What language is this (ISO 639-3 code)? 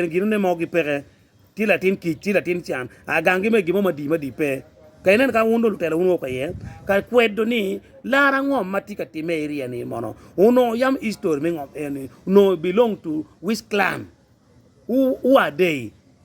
ach